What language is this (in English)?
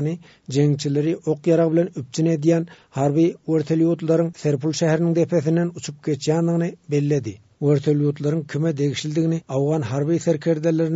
Turkmen